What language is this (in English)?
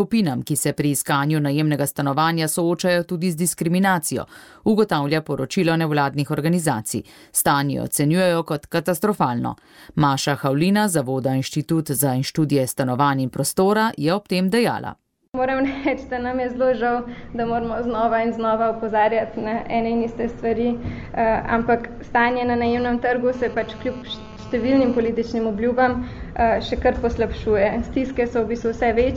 Slovenian